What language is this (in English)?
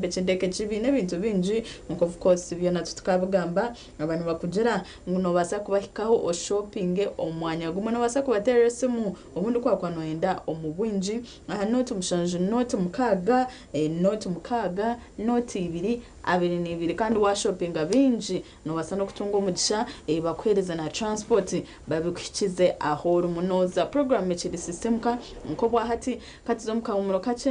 Nyankole